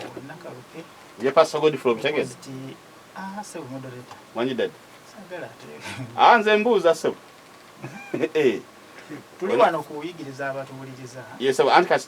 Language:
Ganda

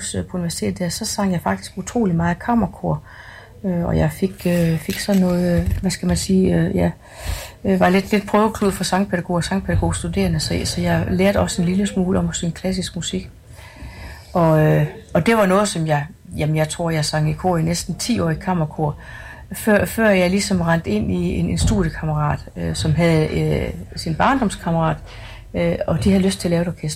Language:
Danish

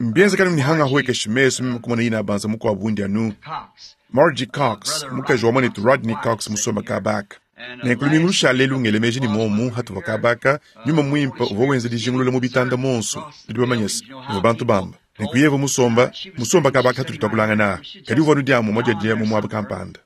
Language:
Luba-Lulua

